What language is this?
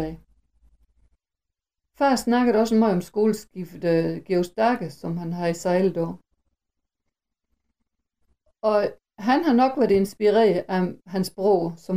Danish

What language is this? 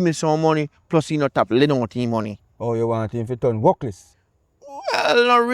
Jamaican Creole English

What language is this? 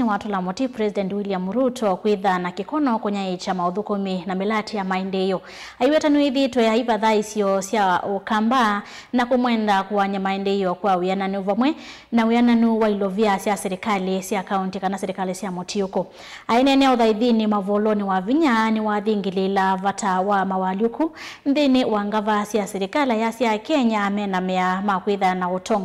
Kamba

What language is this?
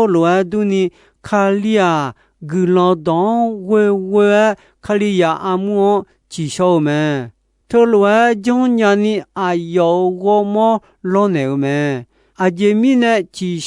Akha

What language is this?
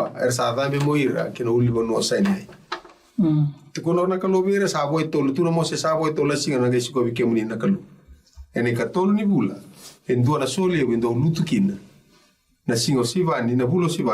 Fijian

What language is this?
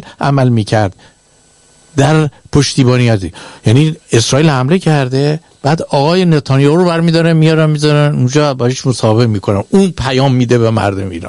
Persian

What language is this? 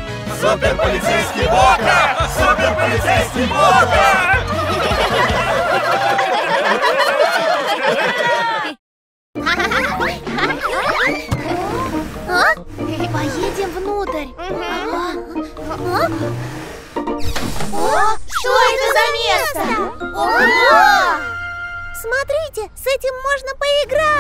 Russian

